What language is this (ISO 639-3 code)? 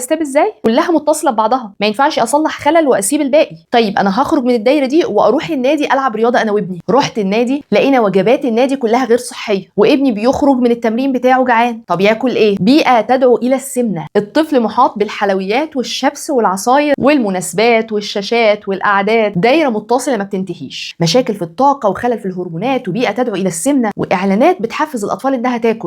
arz